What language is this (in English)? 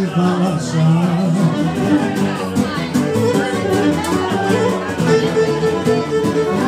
Greek